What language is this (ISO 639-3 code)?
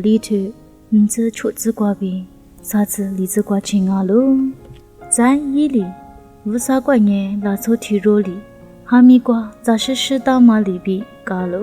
lis